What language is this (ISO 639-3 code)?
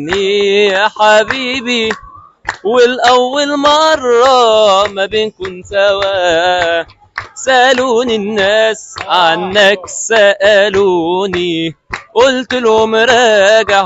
arz